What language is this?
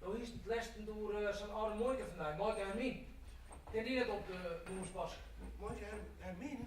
Western Frisian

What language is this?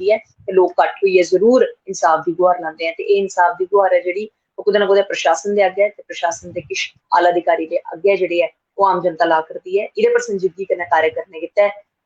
Dogri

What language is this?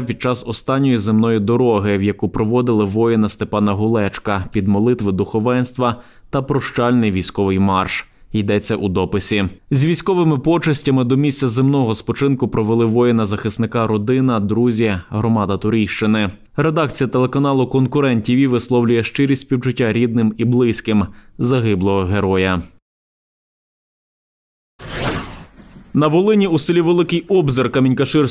Ukrainian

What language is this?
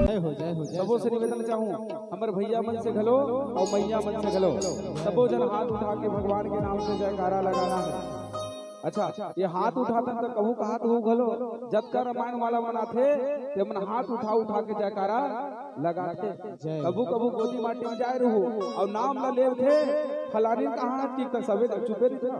Chhattisgarhi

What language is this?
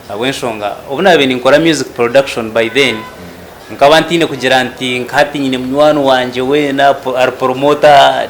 Nyankole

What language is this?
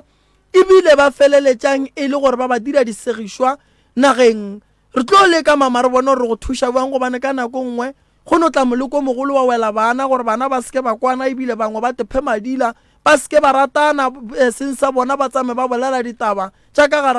Northern Sotho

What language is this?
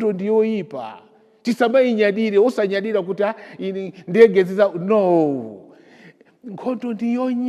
Nyanja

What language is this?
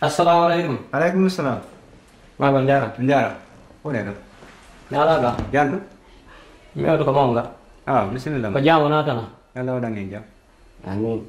Fula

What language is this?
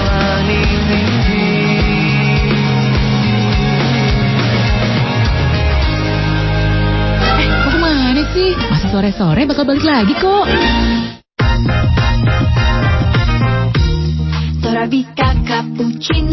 Indonesian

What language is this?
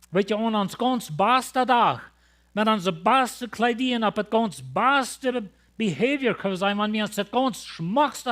Plautdietsch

